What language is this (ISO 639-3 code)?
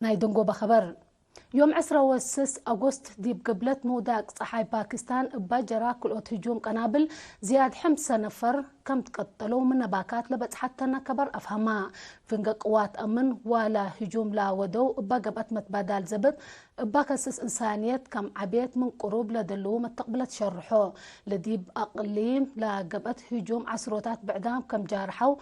tig